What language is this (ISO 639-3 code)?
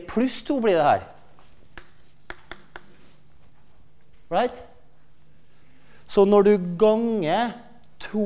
nor